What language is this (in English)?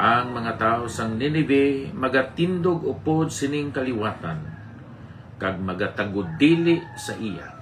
Hiligaynon